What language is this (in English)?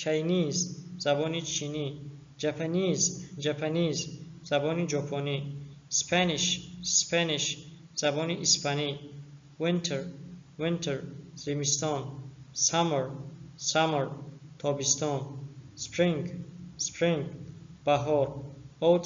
Tajik